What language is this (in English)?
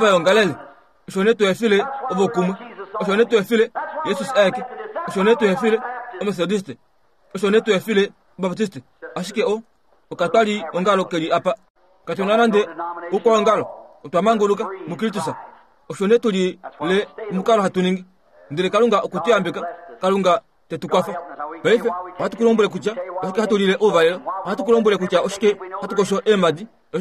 Kuanyama